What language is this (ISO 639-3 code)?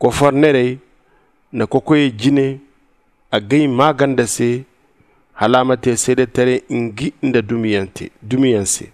dje